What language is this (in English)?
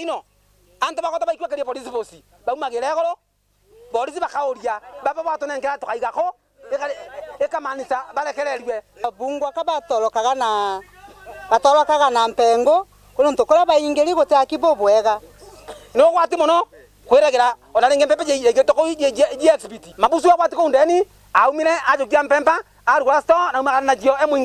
Meru